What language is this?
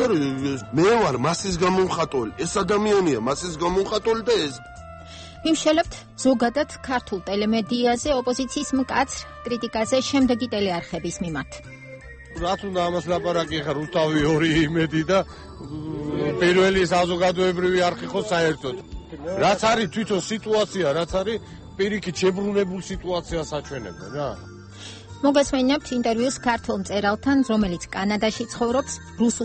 Georgian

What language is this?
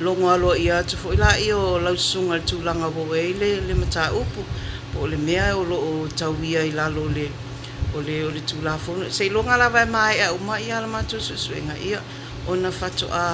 Samoan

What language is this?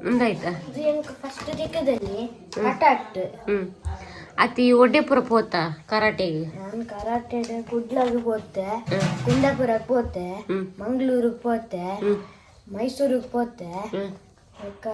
Tulu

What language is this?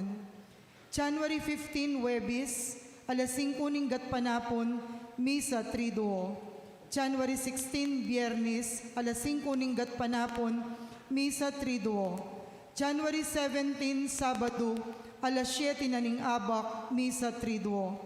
Pampanga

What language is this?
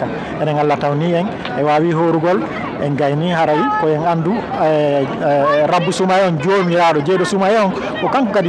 Fula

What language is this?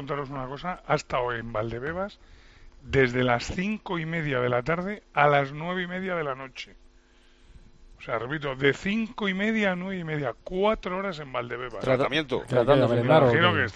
Spanish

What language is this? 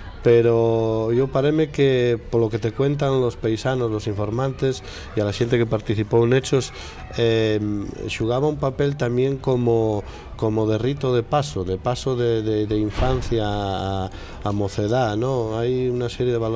Asturian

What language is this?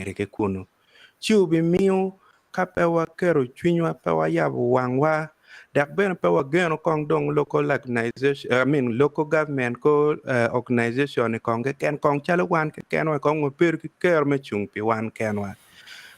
Acoli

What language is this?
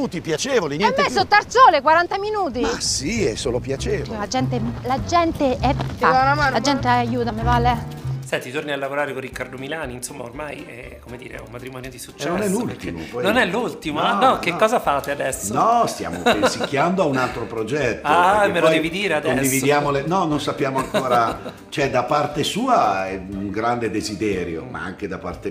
Italian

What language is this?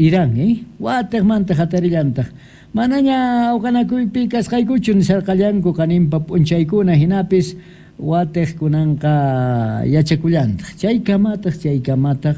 Quechua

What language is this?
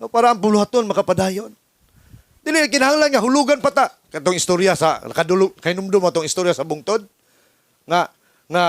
Cebuano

